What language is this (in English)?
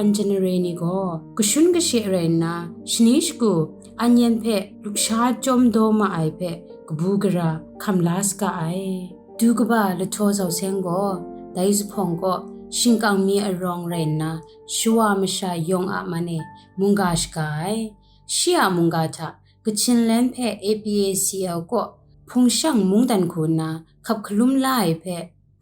Kachin